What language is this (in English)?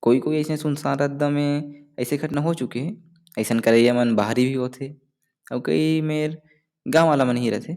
Chhattisgarhi